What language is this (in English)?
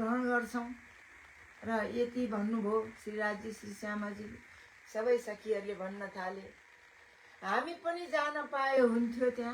Nepali